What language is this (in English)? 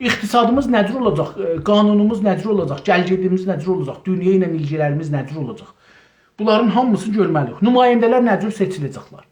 South Azerbaijani